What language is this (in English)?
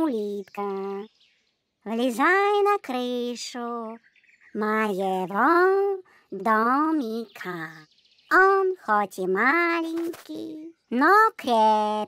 Russian